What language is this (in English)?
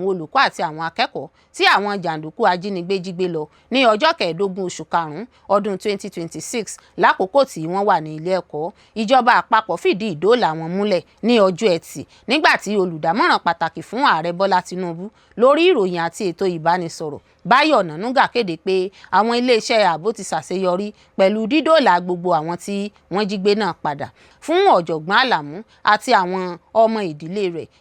Yoruba